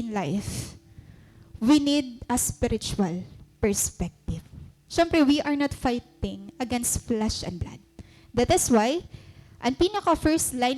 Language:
Waray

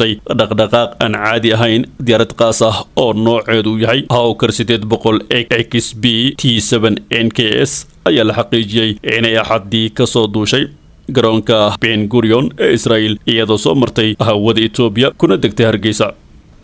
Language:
Somali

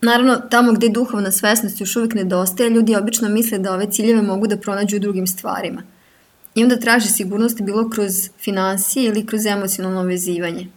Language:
Serbian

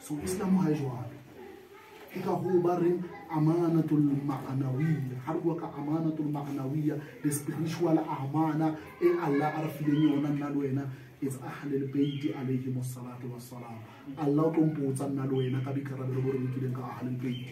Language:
Southern Sotho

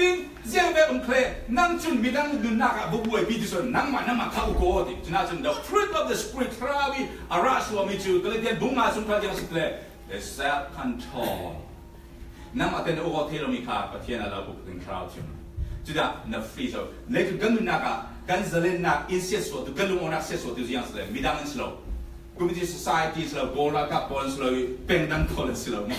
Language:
Falam Chin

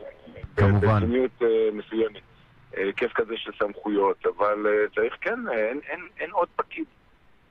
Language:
Hebrew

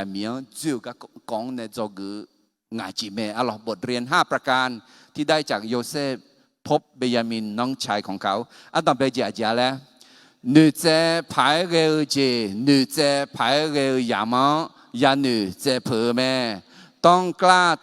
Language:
Akha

